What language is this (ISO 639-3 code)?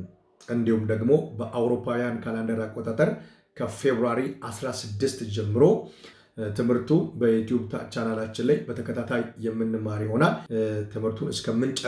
amh